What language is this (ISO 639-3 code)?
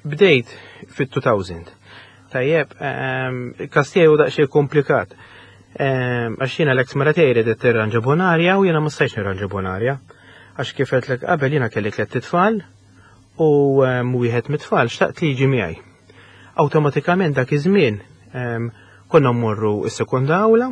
mlt